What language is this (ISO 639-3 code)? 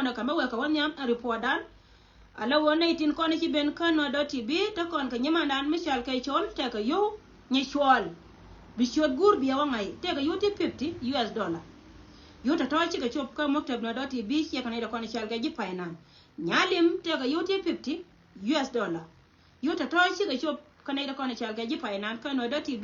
nus